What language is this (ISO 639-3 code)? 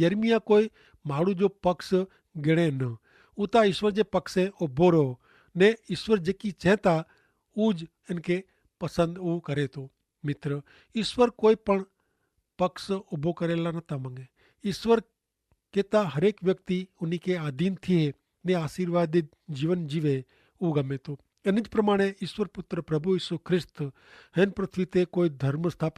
kfr